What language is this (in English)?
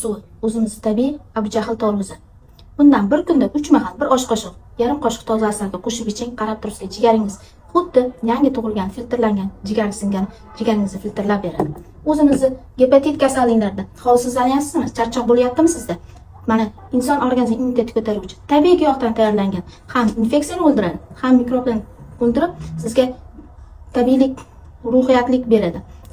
Uzbek